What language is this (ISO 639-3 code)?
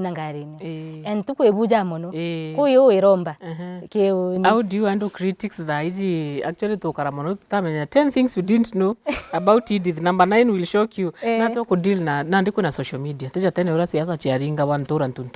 mer